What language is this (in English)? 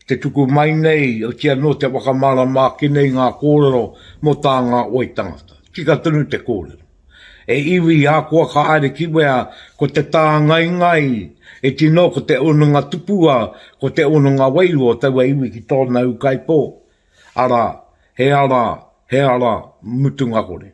Māori